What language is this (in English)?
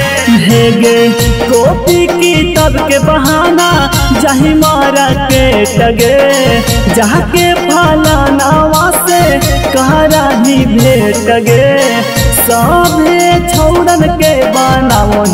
Magahi